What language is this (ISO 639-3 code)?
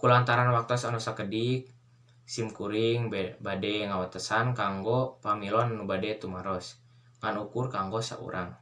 sun